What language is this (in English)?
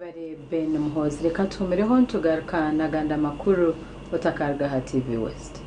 Nyankole